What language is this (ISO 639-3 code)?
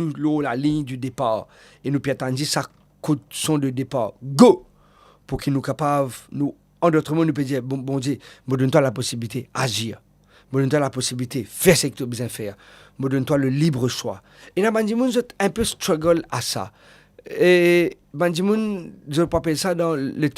mfe